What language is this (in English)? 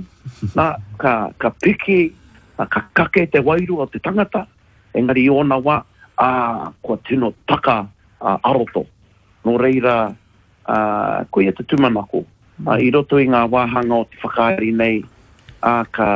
Māori